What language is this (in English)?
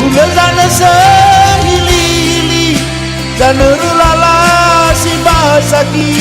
Nias